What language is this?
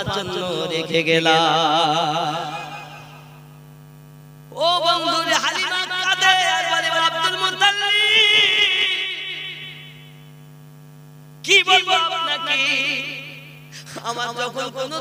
Bangla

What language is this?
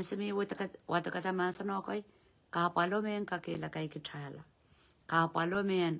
Pohnpeian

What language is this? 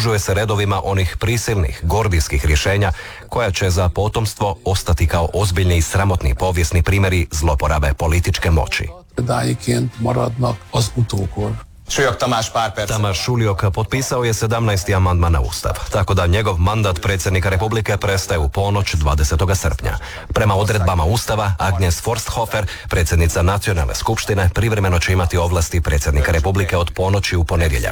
Croatian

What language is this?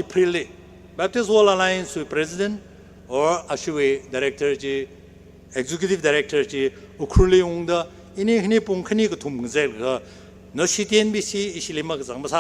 Tangkhul Naga (India)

